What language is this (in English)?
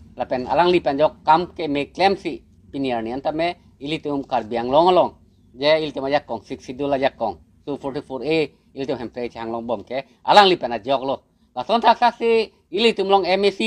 Karbi